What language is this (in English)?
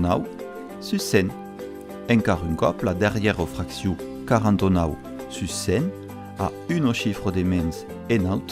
Occitan